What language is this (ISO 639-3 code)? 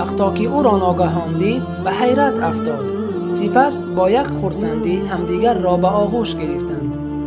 tgk